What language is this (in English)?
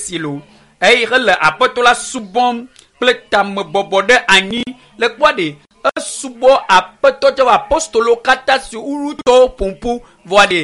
Ewe